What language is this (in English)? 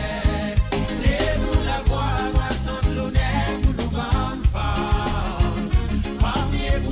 Morisyen